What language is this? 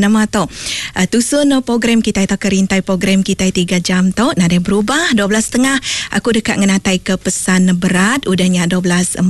Iban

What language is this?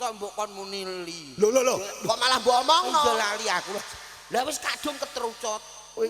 Javanese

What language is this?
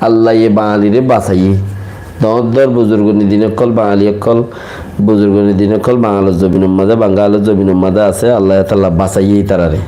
Rohingya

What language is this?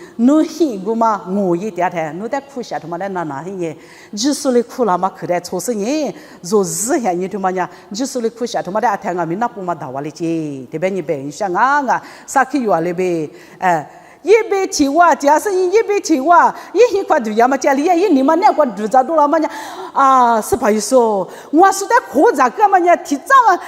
Lisu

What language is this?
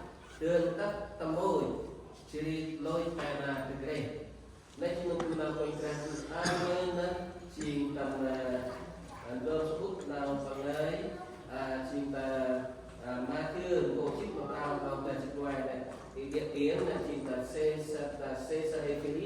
Central Mnong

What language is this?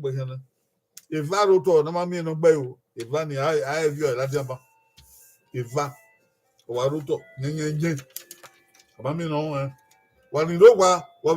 Bini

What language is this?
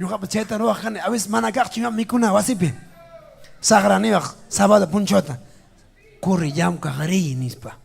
Ayacucho Quechua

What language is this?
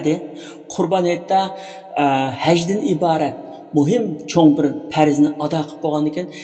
Uyghur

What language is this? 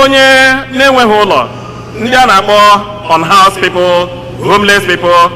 Igbo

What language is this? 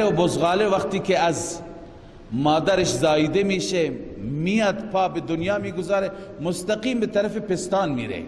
Persian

